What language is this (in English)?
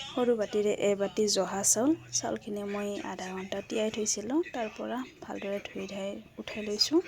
Assamese